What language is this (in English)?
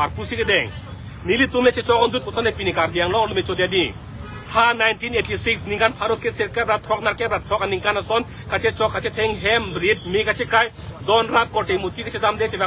Karbi